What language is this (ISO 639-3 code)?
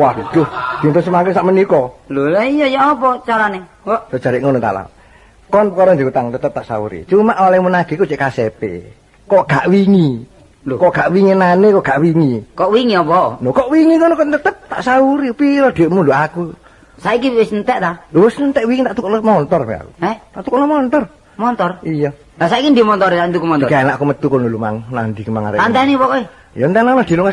jav